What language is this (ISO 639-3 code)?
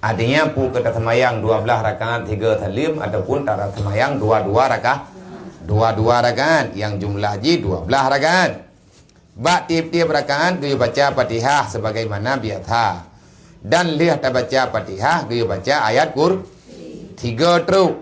ace